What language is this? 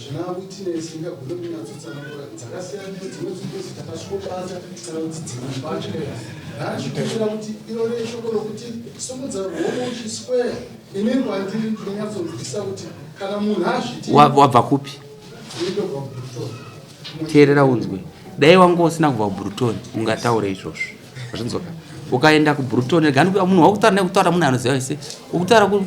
Shona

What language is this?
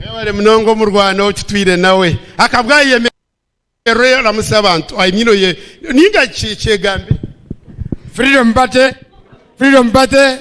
Nyankole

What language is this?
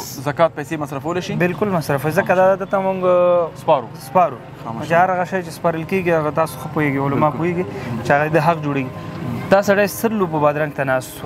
Pashto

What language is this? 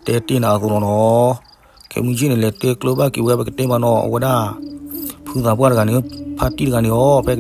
S'gaw Karen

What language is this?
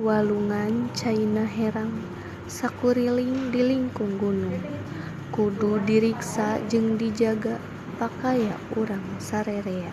Sundanese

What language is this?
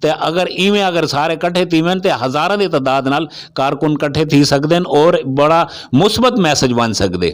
Saraiki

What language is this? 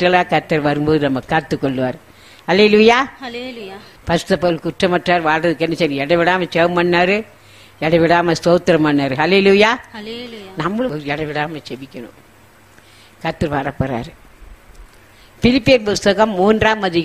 Tamil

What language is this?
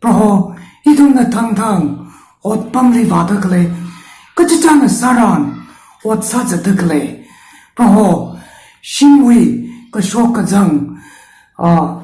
Tangkhul Naga (India)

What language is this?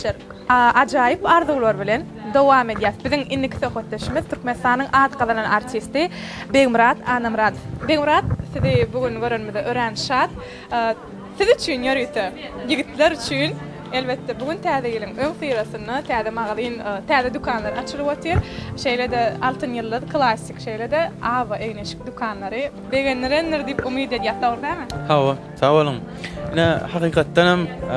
Turkmen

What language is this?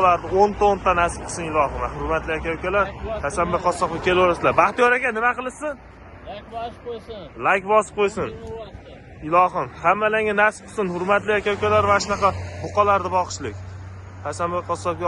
Uzbek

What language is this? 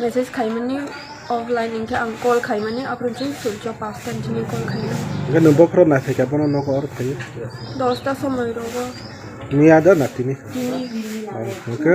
Kok Borok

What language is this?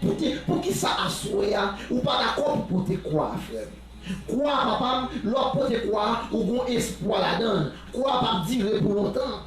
Haitian Creole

